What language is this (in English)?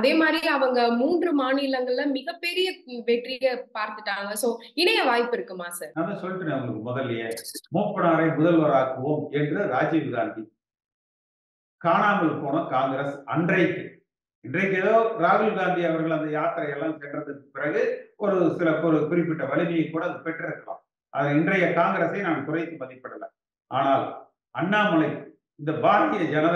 Tamil